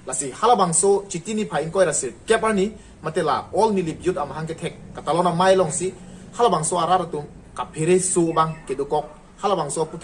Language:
Karbi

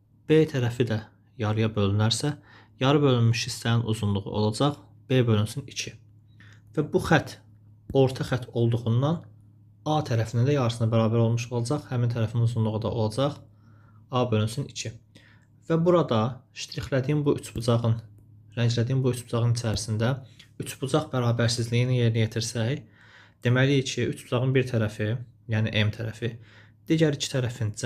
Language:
Azerbaijani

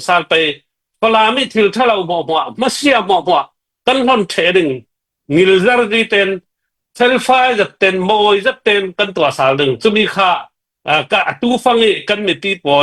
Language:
Falam Chin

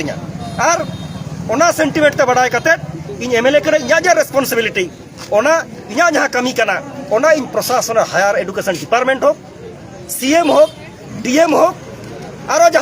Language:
Santali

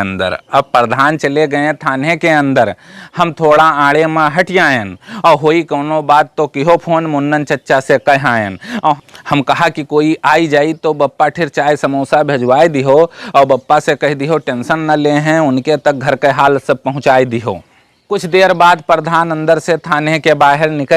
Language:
Awadhi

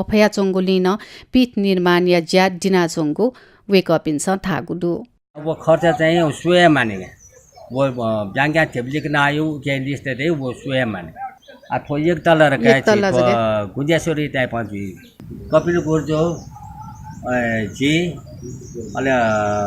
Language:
Newari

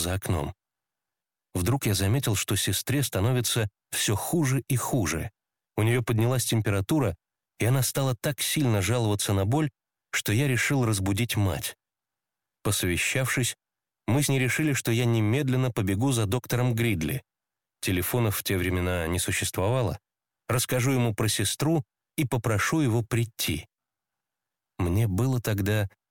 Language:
Russian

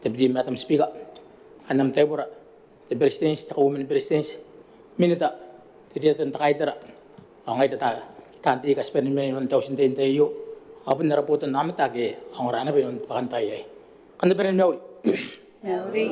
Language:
Gilbertese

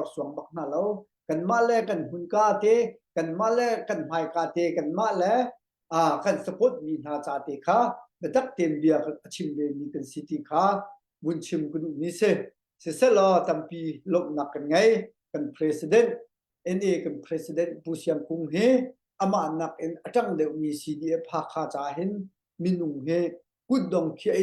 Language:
Hakha Chin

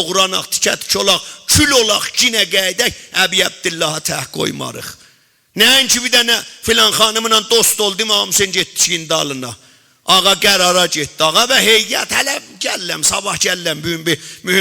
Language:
South Azerbaijani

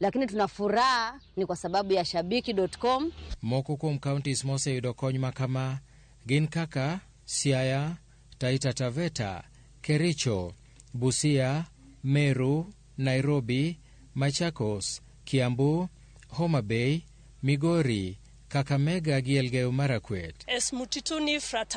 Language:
Luo (Kenya and Tanzania)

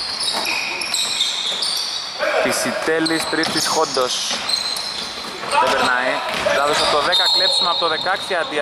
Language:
Greek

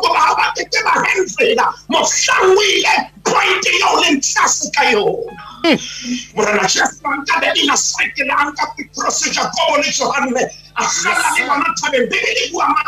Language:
Tswana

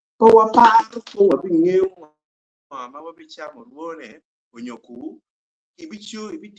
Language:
Acoli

